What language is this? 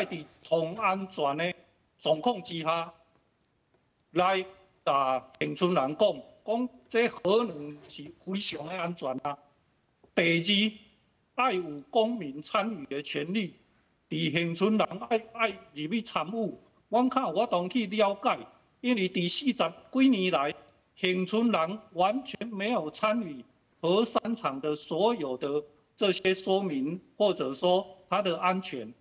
Min Nan Chinese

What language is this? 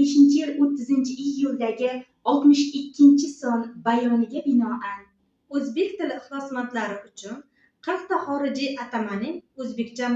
Uzbek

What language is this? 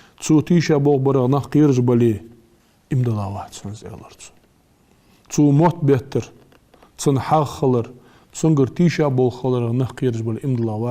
Ingush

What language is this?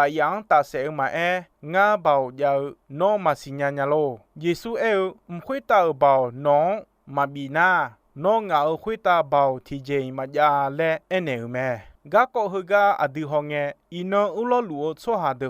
Akha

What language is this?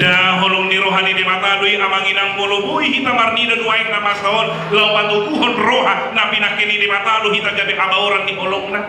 Batak Toba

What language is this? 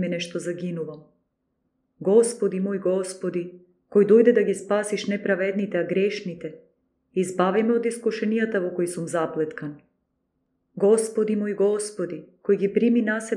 Macedonian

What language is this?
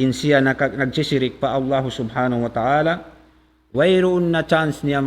Tausug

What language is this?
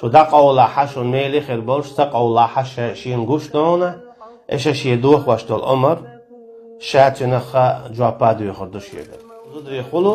Chechen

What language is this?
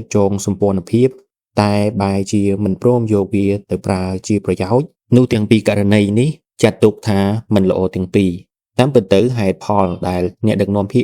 Khmer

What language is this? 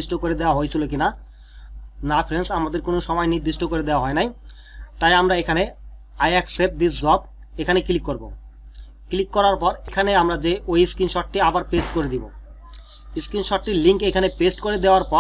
Bangla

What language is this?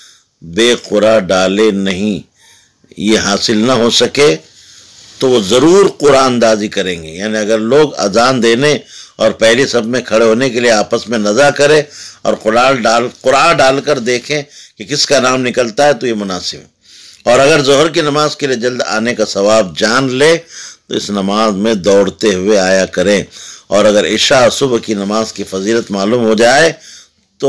Urdu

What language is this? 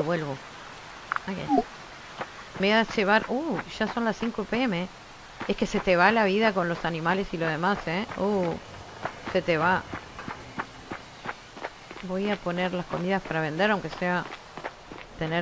Spanish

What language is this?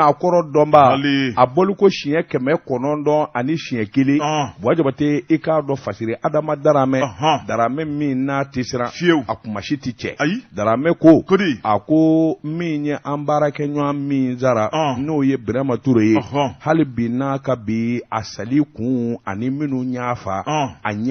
Bambara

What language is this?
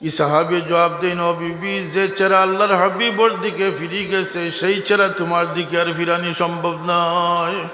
Sylheti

